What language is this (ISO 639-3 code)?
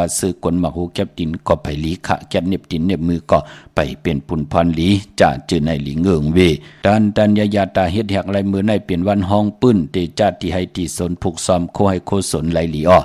shn